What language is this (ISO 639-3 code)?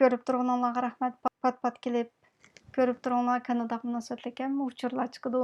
uig